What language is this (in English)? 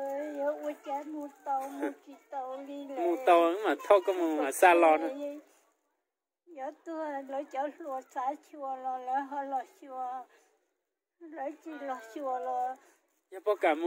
Vietnamese